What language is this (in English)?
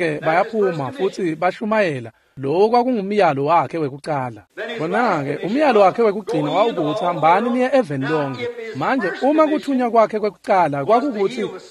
Swati